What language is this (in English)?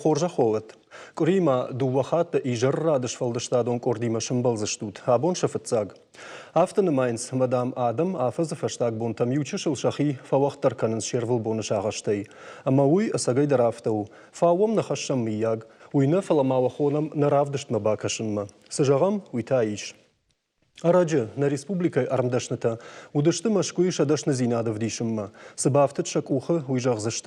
Ossetic